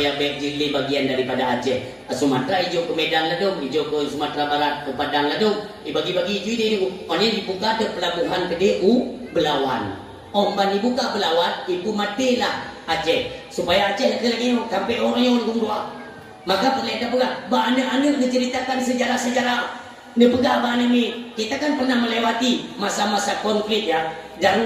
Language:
Achinese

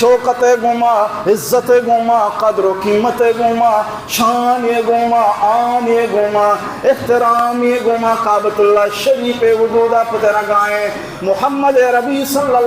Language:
Baluchi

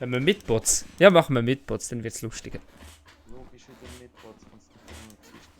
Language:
Swiss German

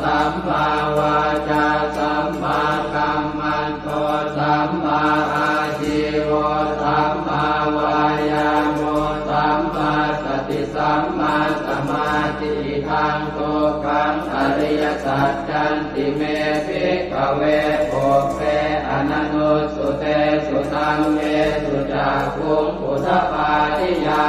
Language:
Pali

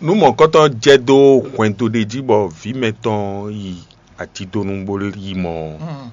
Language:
Fon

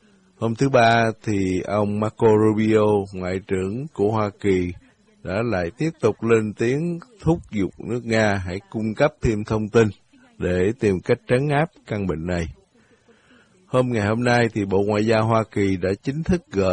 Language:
Vietnamese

